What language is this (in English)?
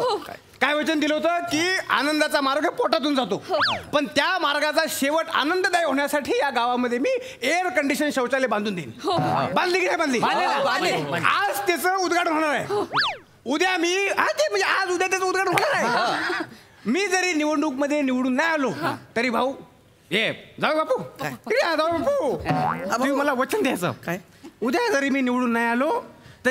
Marathi